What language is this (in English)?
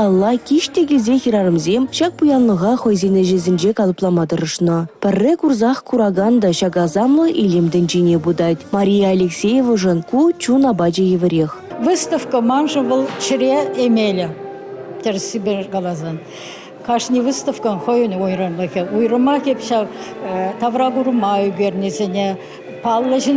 Chuvash